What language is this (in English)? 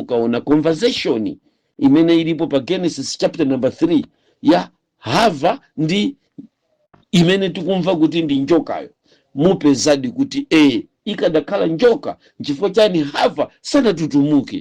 Nyanja